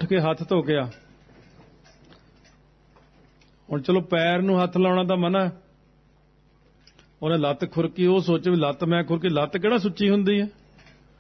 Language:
Punjabi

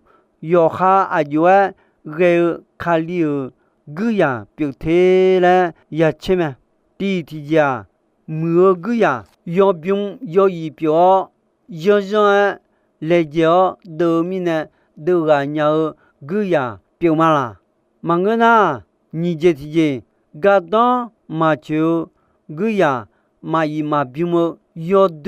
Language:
Akha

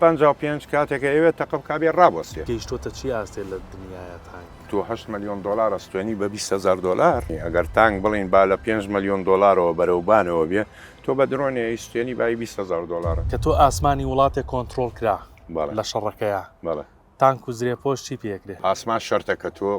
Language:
Central Kurdish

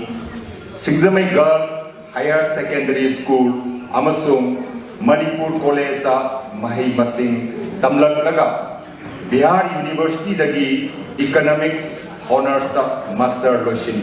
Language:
Manipuri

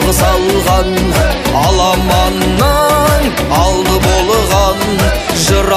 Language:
Kazakh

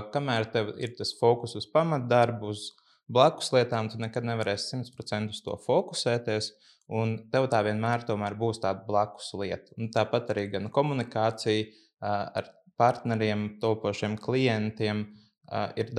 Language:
Latvian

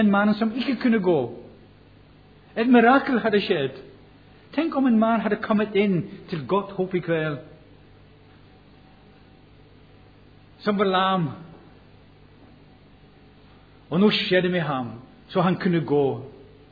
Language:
Norwegian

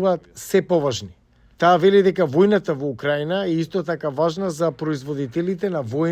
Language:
Macedonian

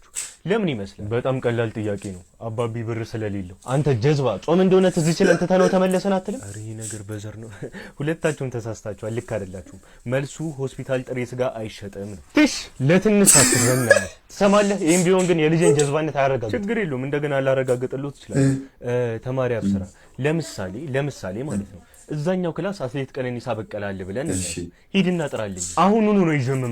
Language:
Amharic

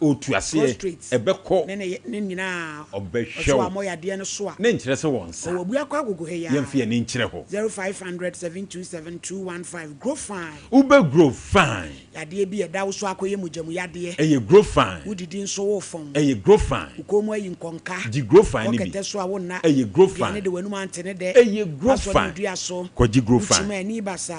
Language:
Akan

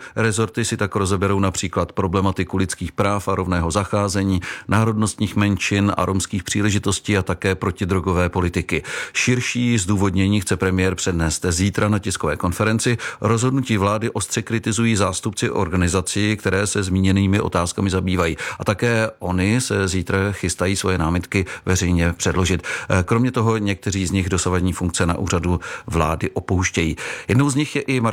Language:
Czech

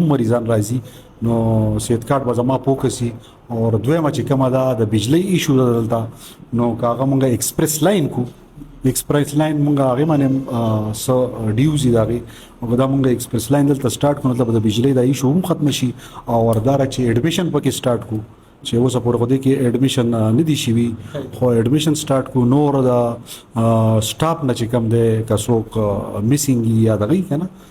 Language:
Pashto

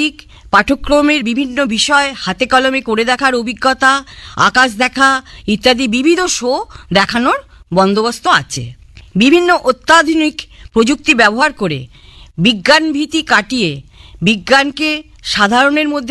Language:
Bangla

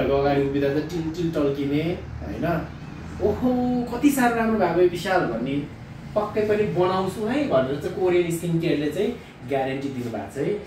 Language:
Nepali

